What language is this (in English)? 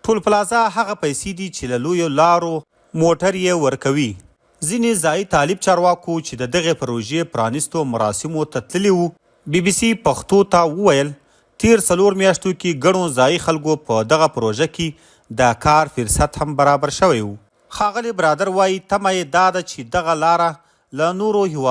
Pashto